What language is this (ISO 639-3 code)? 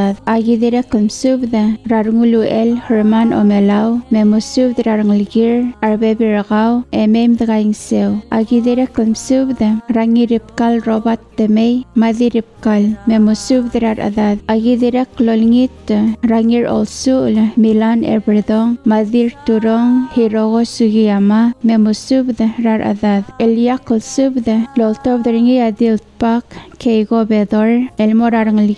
pau